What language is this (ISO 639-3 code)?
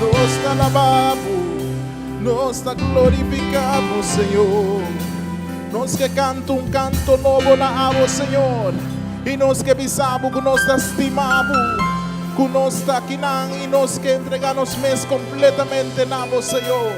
pap